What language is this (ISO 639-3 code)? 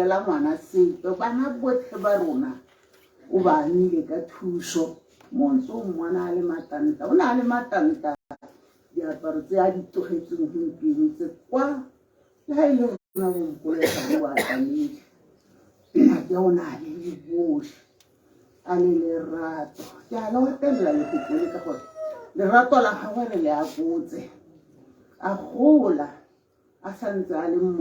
tsn